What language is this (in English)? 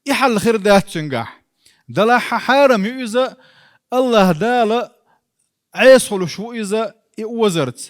Chechen